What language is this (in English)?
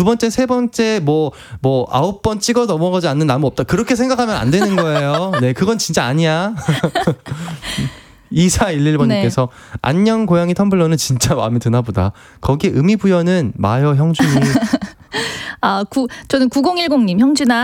Korean